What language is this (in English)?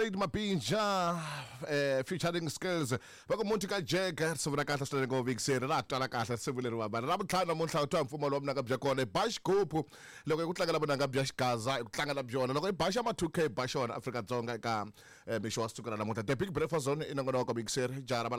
Tsonga